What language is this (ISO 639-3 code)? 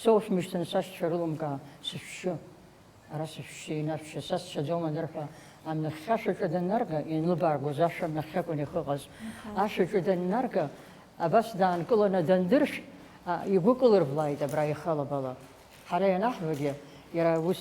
abk